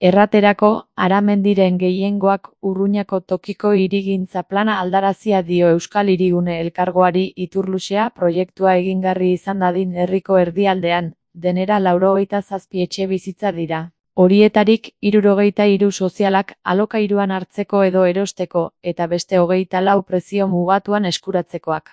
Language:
Basque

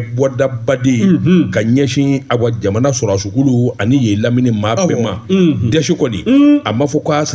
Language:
Bambara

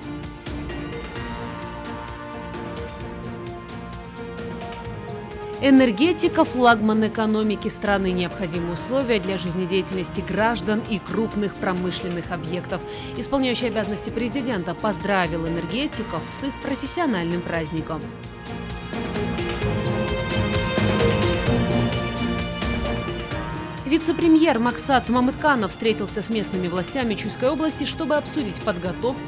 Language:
Russian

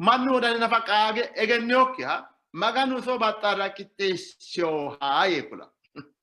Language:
Sidamo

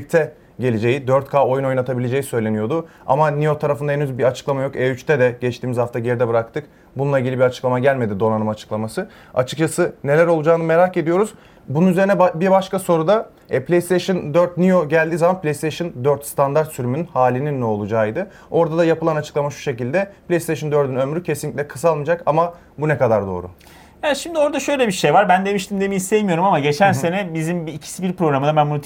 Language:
Turkish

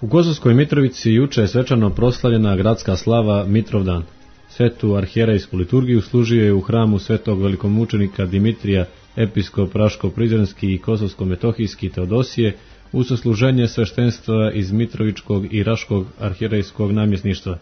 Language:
Serbian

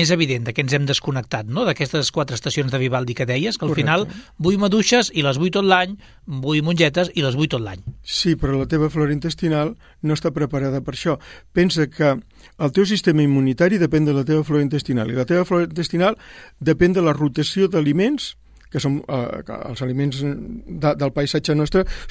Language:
Catalan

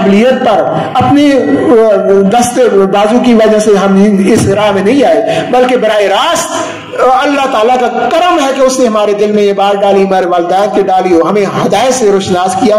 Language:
Urdu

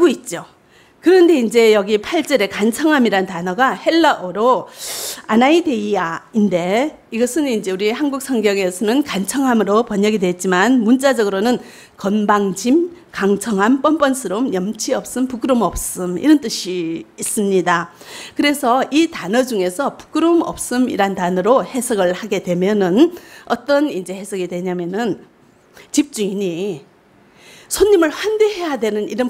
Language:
Korean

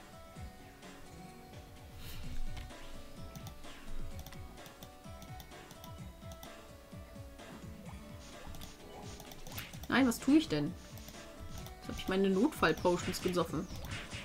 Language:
German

